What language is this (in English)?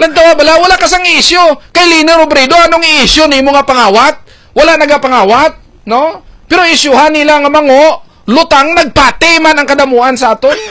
Hiligaynon